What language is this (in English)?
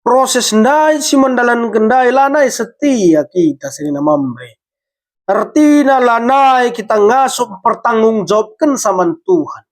Batak Karo